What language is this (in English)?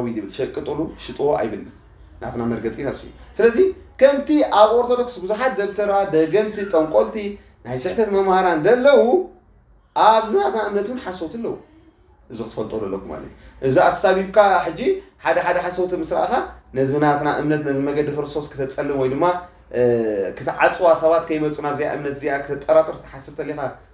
Tigrinya